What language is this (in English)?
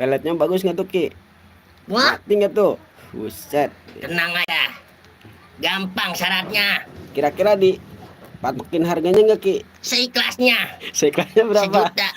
Betawi